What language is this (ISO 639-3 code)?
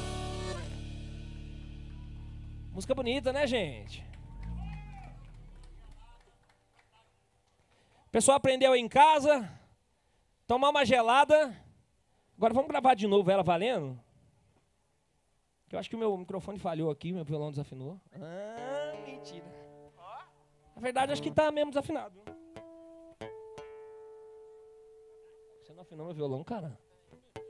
por